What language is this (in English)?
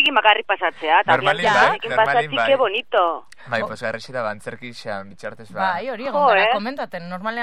Basque